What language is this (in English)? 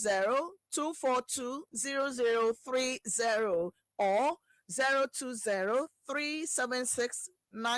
Ewe